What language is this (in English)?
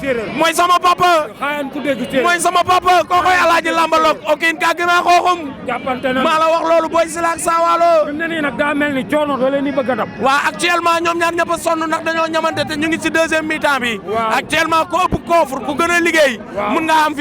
Wolof